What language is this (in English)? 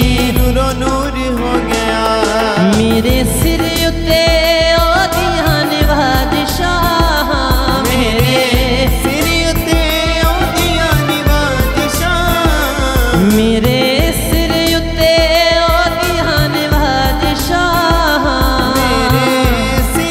Punjabi